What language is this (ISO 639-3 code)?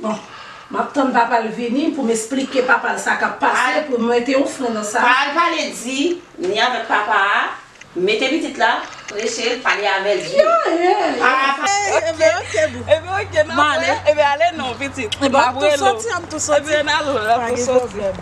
hat